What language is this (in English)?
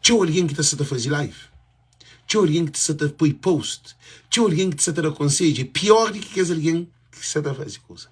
Kabuverdianu